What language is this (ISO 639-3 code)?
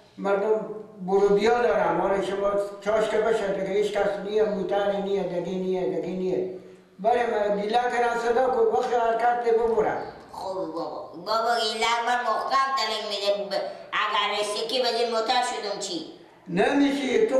fas